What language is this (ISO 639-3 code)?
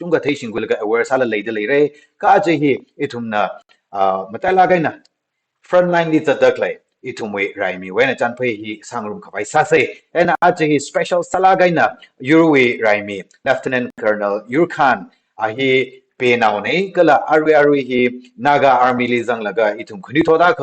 nmf